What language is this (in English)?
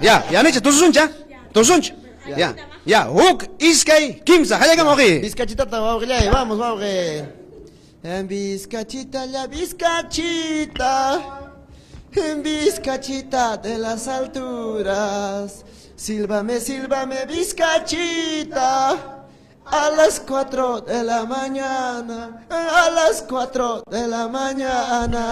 Ayacucho Quechua